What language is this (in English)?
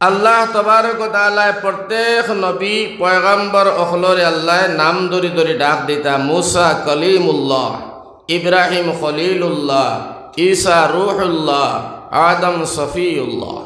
Sylheti